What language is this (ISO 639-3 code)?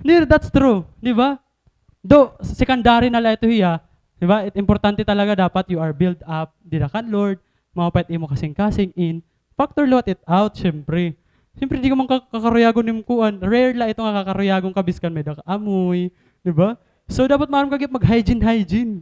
war